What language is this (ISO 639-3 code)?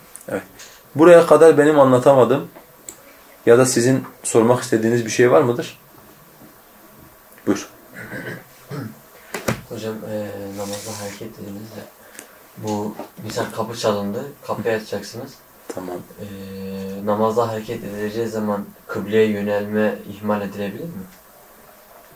tur